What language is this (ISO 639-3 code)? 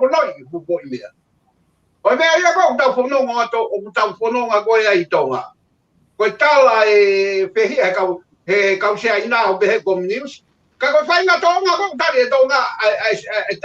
ton